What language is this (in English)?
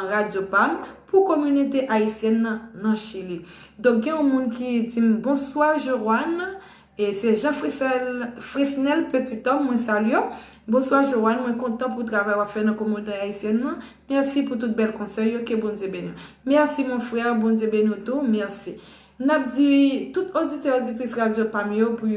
Haitian Creole